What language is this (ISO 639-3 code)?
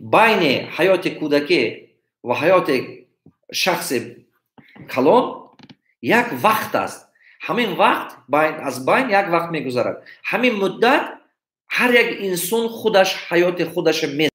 tgk